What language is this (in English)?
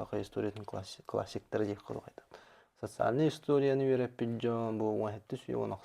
Yakut